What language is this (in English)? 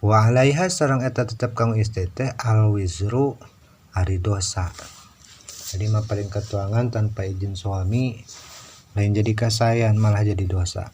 Sundanese